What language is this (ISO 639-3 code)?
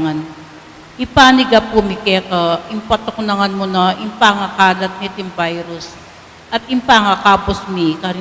pam